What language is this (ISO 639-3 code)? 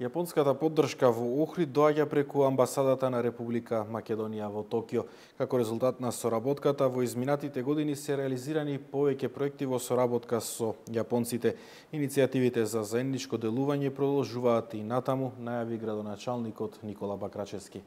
mkd